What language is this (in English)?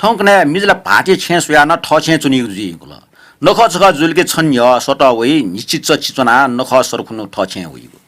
Newari